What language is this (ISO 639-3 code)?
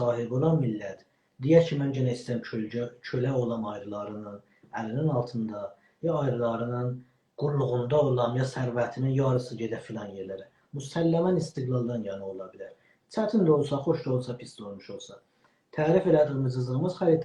azb